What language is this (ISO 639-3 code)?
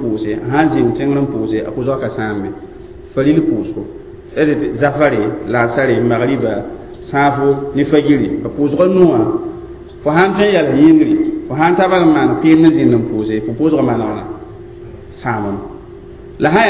mos